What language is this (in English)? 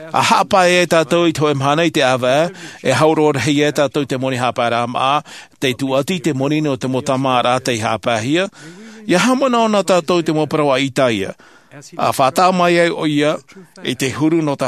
Tahitian